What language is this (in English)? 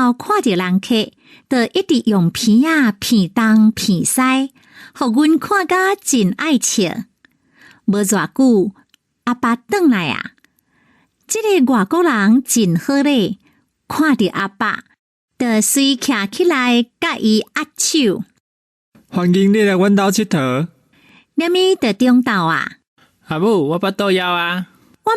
Min Nan Chinese